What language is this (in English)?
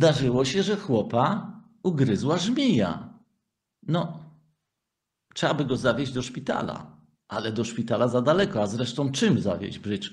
Polish